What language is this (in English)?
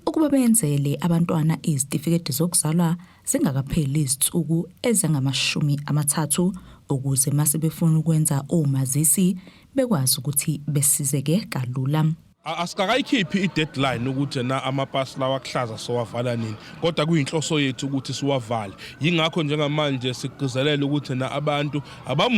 Zulu